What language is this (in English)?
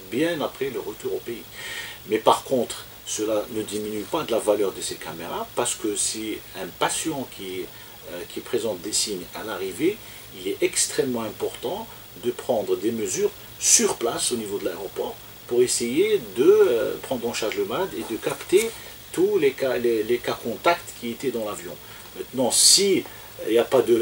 French